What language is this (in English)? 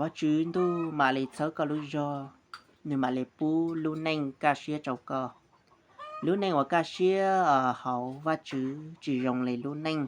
Hmong